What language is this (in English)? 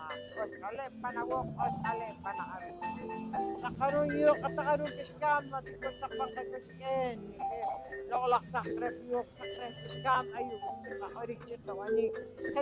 Poqomchi'